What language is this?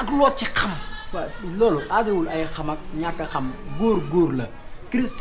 Wolof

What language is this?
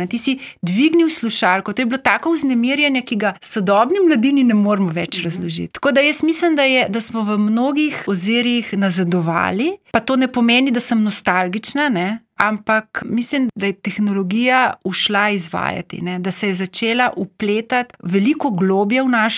Slovenian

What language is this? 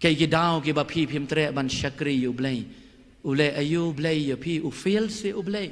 Khasi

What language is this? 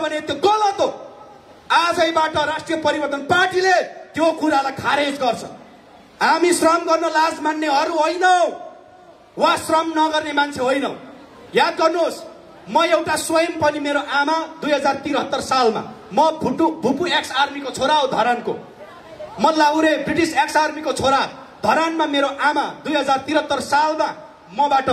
Nepali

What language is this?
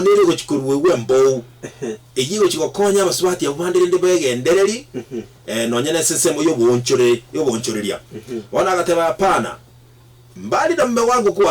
Gusii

